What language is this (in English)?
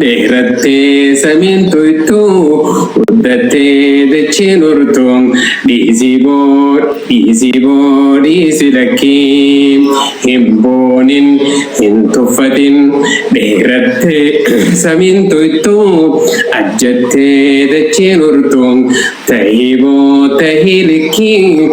Oromo